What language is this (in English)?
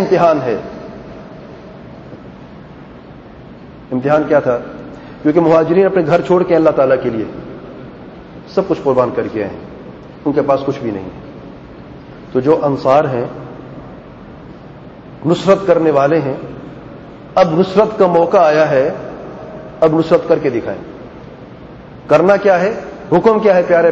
Urdu